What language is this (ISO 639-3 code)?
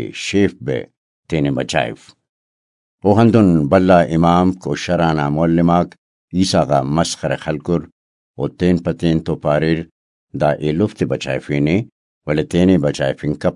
brh